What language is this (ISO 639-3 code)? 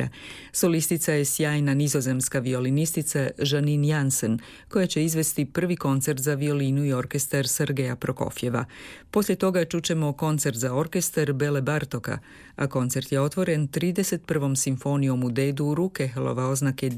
hrv